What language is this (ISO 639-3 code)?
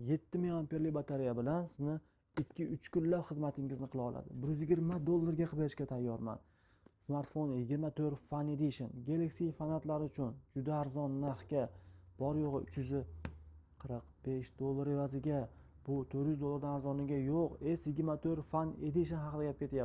uzb